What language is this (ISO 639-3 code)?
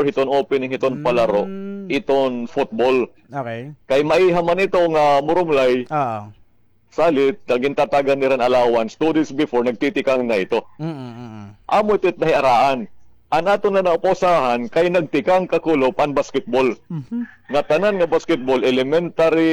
war